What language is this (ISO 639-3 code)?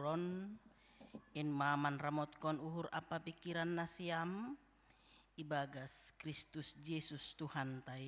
bts